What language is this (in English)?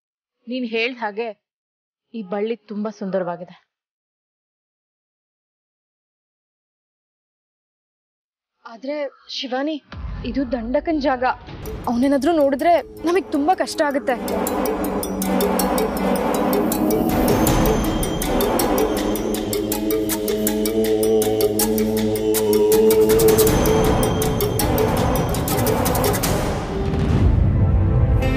Kannada